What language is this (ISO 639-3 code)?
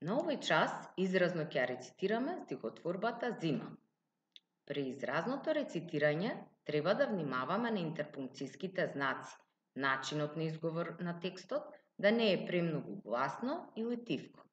mkd